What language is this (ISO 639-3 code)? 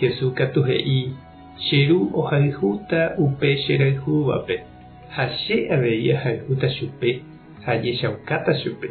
grn